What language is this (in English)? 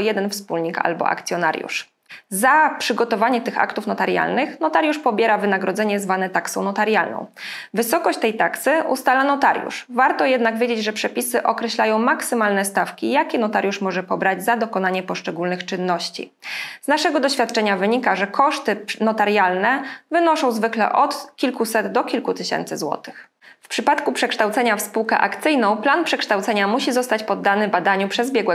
Polish